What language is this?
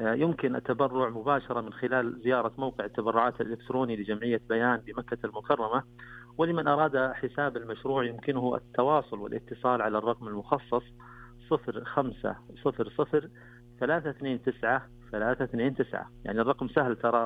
Najdi Arabic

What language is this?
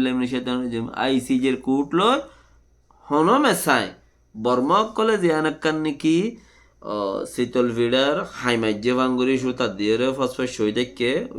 Rohingya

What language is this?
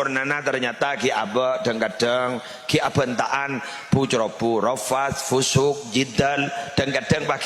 Madurese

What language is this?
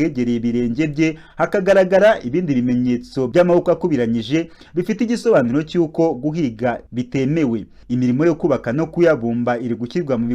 Kinyarwanda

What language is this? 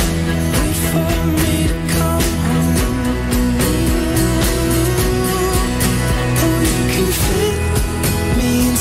Korean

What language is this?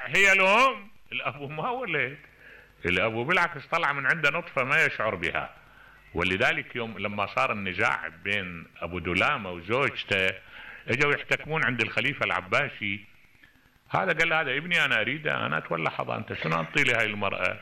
Mesopotamian Arabic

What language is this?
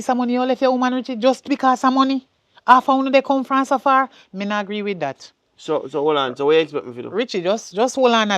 Jamaican Creole English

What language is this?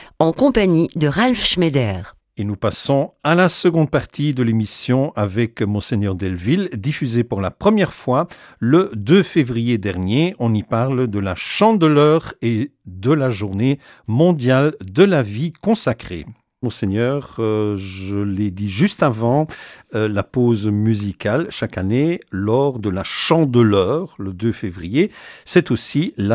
French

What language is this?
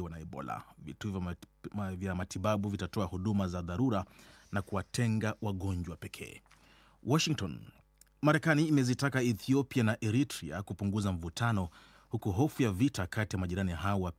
Swahili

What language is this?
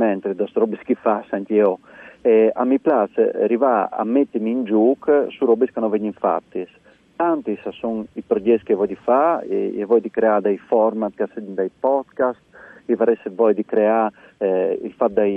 Friulian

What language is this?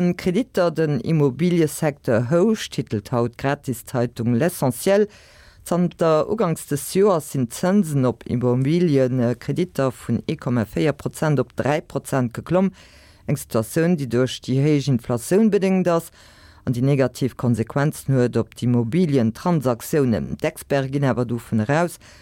Luxembourgish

